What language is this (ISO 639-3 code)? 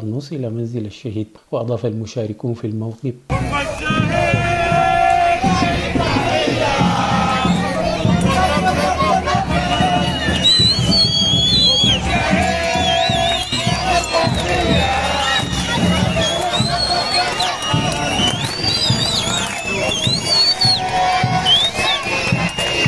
ara